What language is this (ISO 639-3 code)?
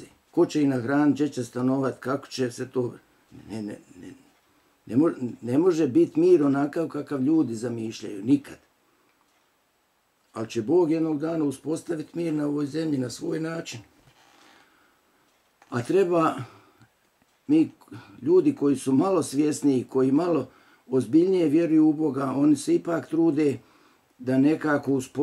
bos